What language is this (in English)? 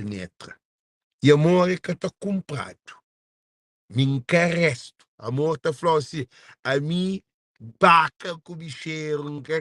Kabuverdianu